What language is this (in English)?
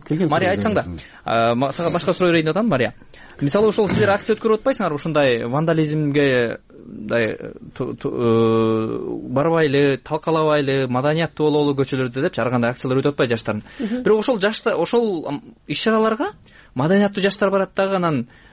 Kyrgyz